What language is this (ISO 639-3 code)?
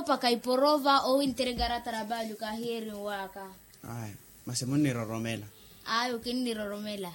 vmw